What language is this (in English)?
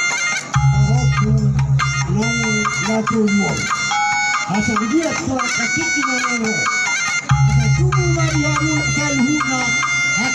Batak Karo